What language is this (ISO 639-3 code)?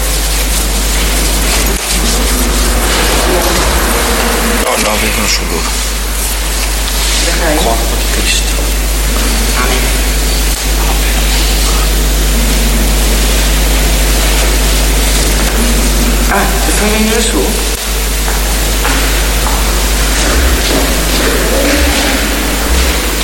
ita